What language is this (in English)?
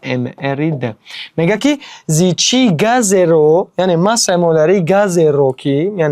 Tajik